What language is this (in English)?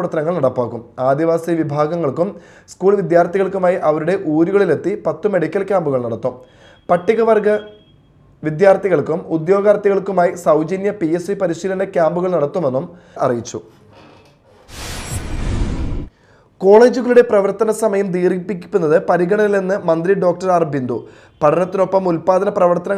Malayalam